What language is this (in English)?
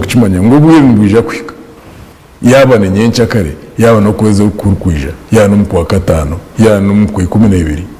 Nyankole